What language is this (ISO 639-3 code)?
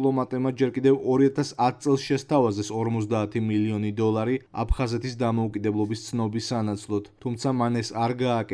kat